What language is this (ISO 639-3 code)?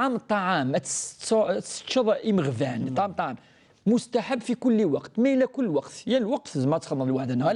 kab